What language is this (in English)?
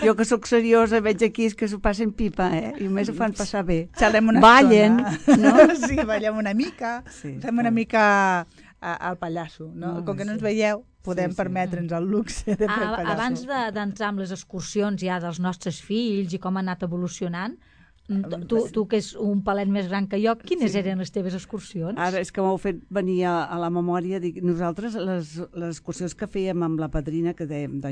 Catalan